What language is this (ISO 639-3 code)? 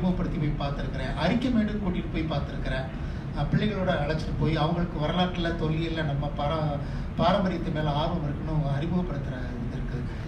tam